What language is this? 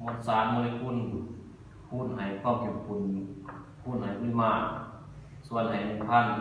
Lao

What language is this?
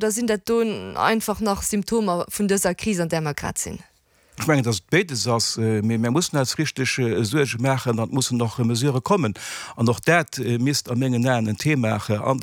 Luxembourgish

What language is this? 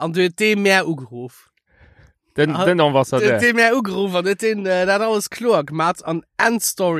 Luxembourgish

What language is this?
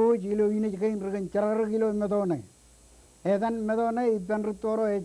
Marshallese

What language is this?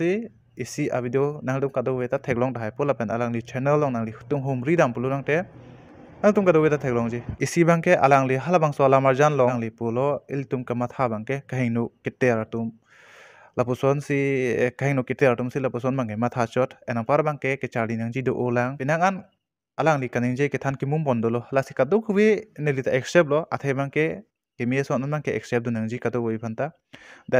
Karbi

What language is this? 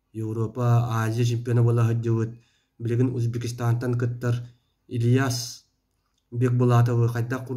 Yakut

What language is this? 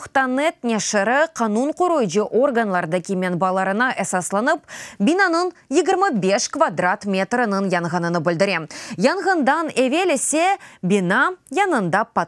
Crimean Tatar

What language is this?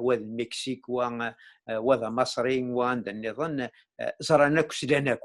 Kabyle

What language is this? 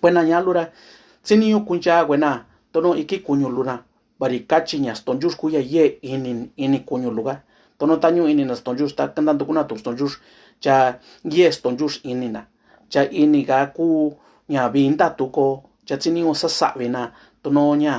Mixtepec Mixtec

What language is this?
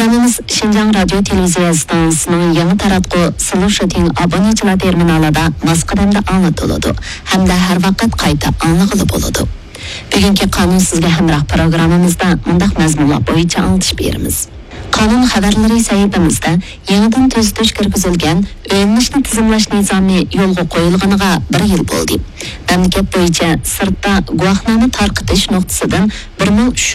Uyghur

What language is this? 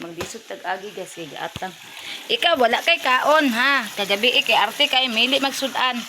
Cebuano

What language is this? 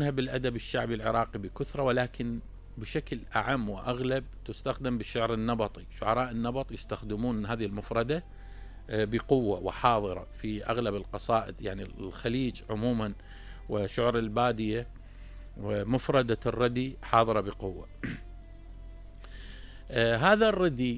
Mesopotamian Arabic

